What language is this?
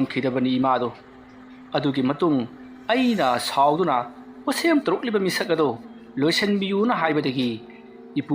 Manipuri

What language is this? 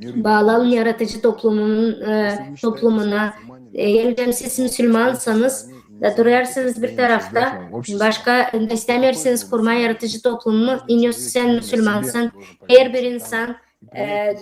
Gagauz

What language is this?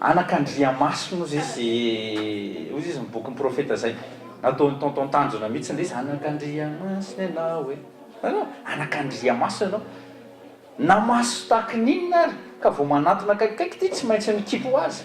Malagasy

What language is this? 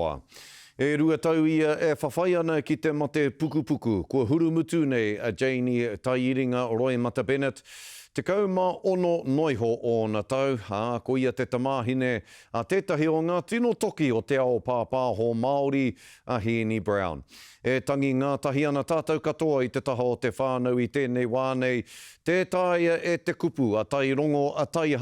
Māori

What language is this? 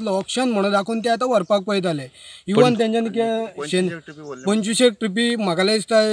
Konkani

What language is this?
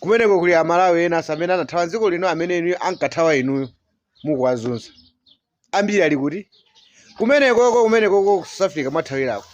Nyanja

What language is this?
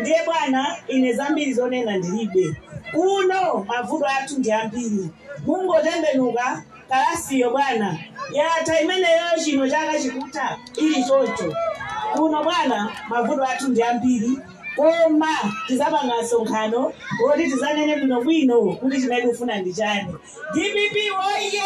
Nyanja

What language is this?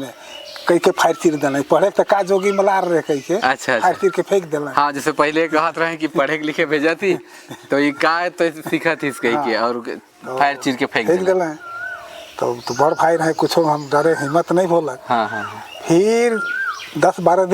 Sadri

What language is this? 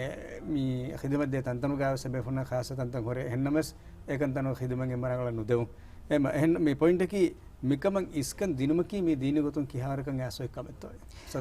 Divehi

